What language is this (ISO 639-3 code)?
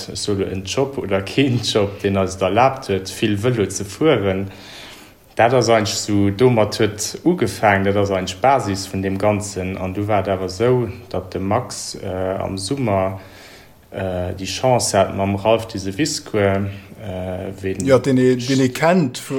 ltz